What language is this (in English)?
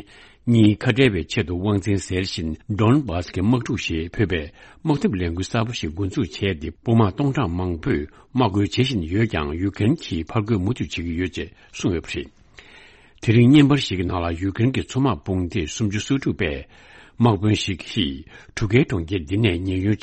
Tibetan